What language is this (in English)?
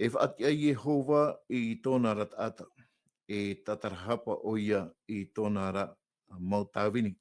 Tahitian